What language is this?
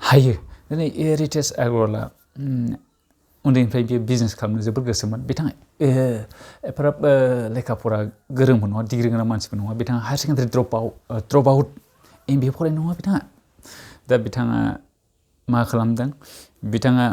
Bodo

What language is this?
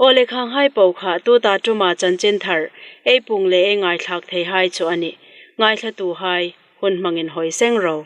Hmar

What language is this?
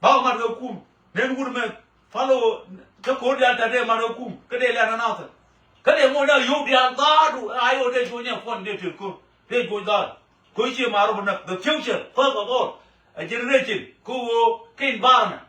Nuer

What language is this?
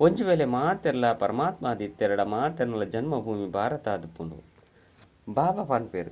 Tulu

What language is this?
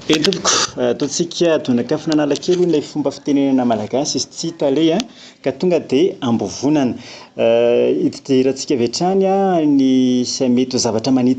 Malagasy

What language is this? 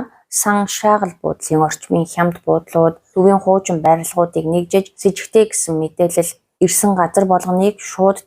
Mongolian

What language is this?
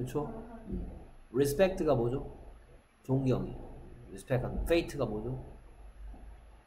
Korean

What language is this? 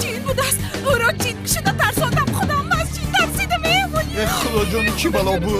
Tajik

